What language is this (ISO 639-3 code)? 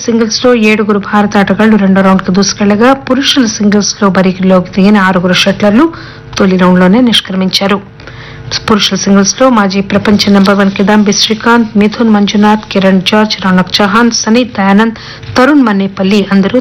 tel